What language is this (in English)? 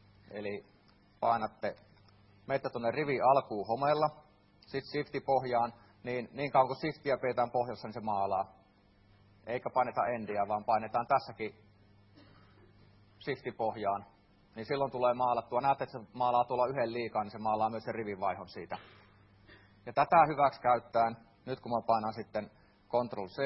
Finnish